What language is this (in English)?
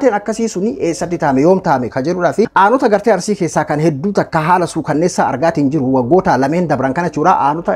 Oromo